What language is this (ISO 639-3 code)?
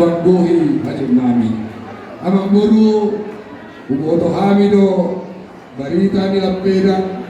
bbc